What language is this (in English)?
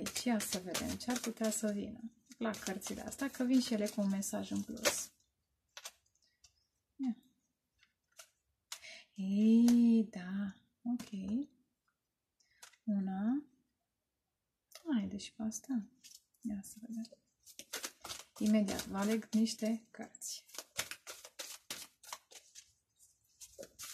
Romanian